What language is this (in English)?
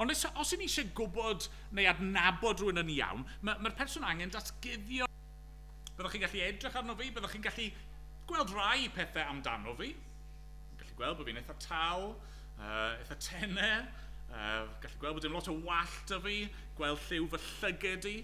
Welsh